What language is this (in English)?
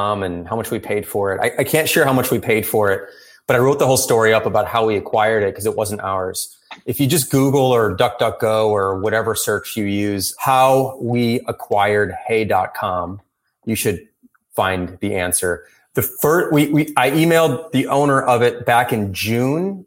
English